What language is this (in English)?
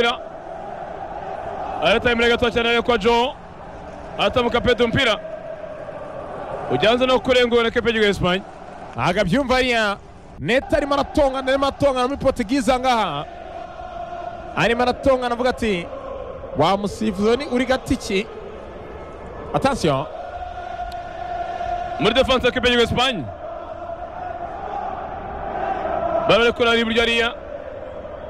Kinyarwanda